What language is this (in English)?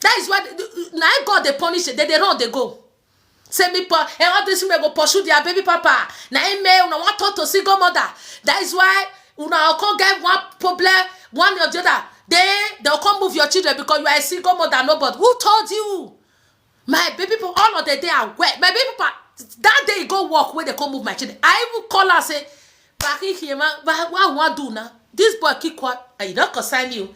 Nigerian Pidgin